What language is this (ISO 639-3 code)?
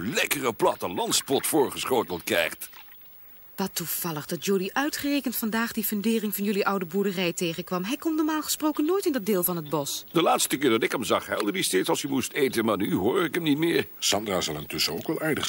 nld